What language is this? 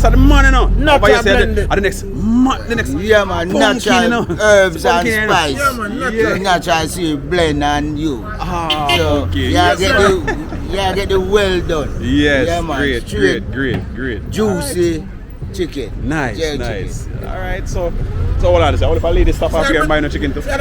Jamaican Creole English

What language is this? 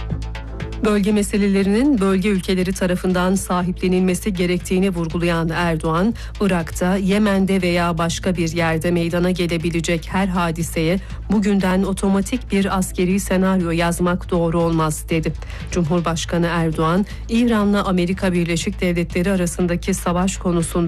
Turkish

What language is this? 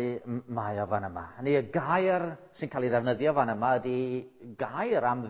Welsh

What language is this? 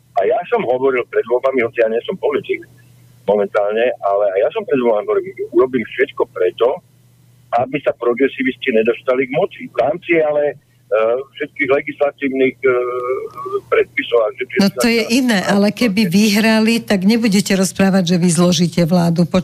Slovak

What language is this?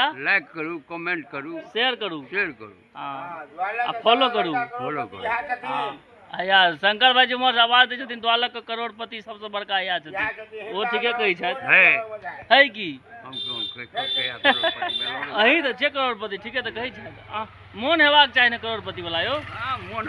Maithili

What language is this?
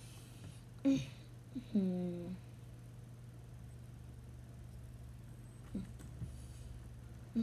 English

